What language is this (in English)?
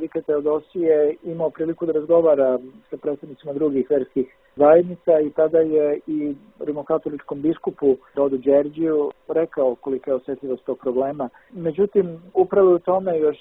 Serbian